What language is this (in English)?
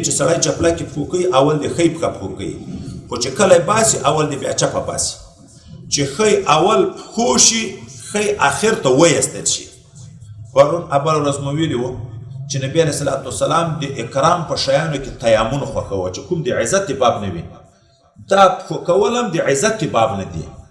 Pashto